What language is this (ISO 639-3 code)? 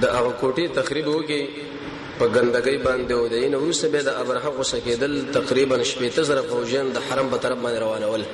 pus